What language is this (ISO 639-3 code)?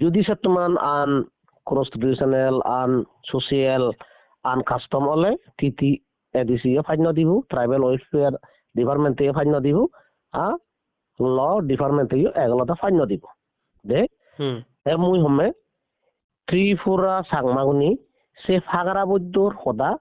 ccp